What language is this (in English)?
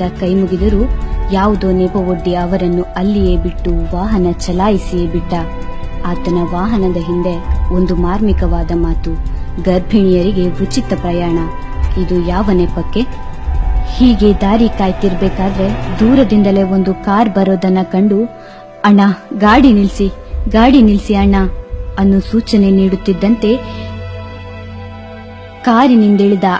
Kannada